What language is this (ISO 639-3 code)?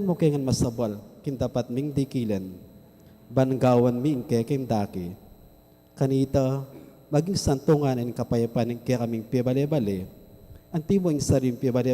pam